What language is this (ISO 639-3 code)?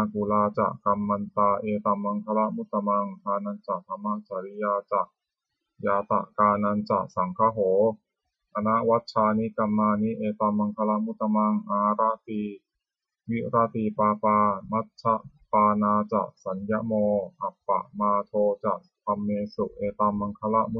pli